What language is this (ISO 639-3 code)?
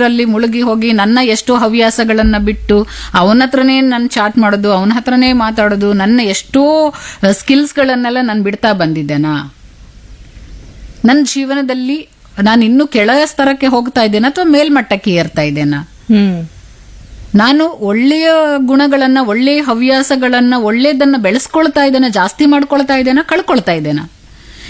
kan